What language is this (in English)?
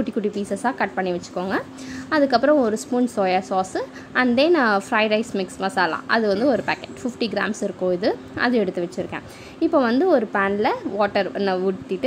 Tamil